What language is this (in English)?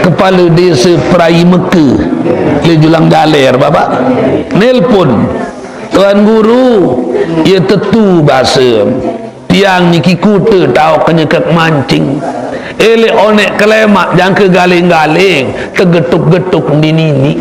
Sasak